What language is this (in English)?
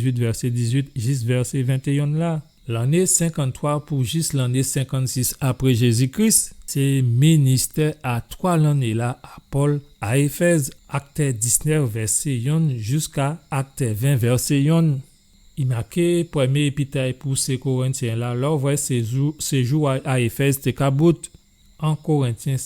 Guadeloupean Creole French